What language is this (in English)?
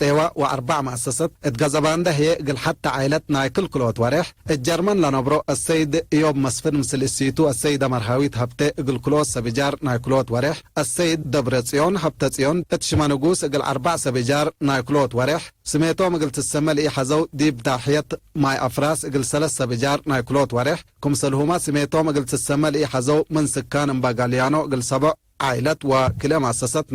Tigre